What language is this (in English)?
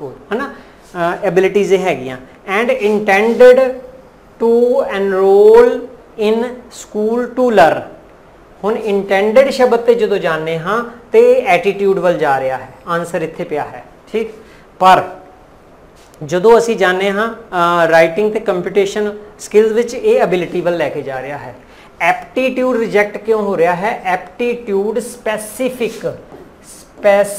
Punjabi